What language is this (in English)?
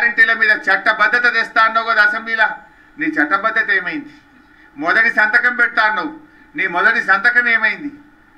Telugu